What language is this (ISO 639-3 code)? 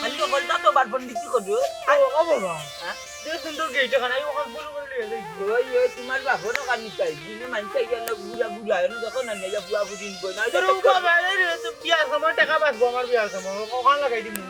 syl